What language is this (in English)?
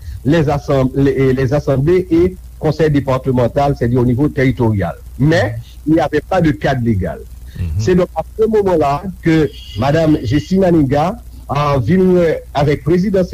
Haitian Creole